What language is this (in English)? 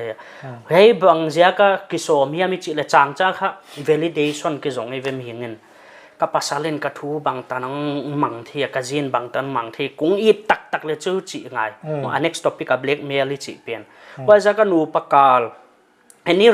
Paite Chin